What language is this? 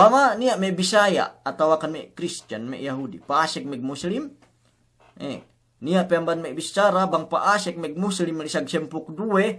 Yakan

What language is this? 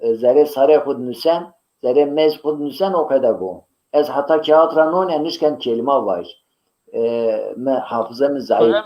Zaza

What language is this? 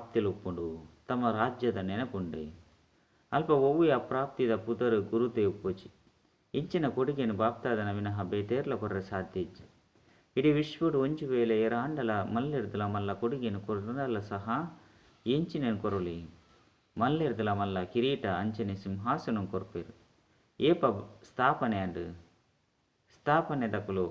Tulu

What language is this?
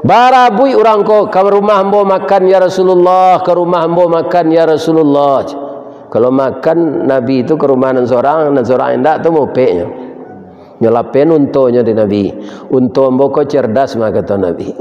Minangkabau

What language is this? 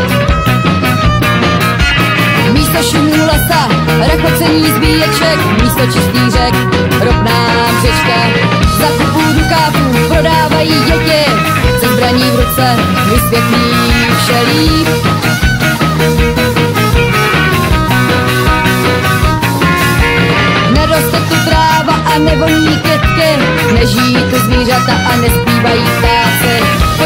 Czech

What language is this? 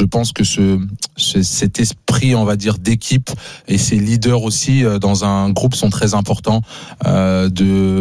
French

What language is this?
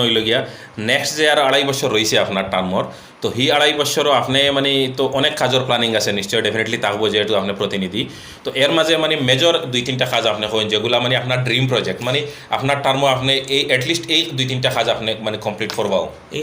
Sylheti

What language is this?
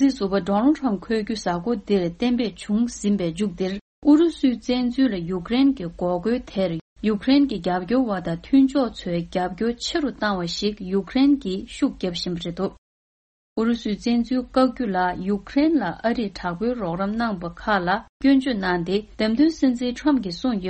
Tibetan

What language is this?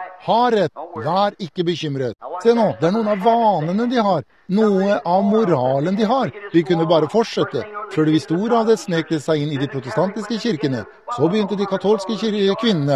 Norwegian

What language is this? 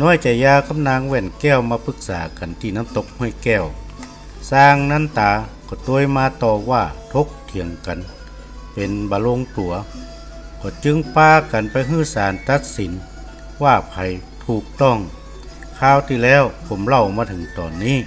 Northern Thai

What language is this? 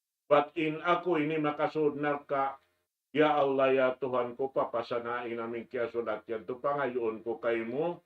Tausug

